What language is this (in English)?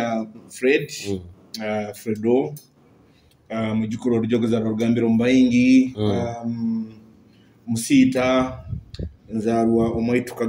Nyoro